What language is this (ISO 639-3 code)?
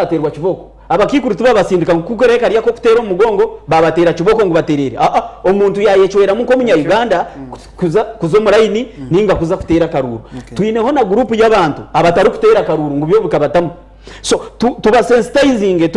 nyn